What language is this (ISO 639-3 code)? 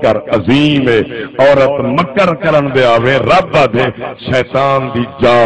skr